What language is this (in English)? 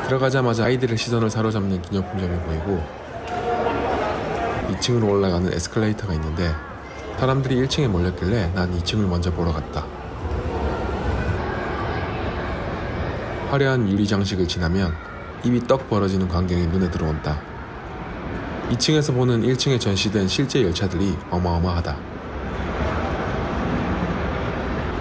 Korean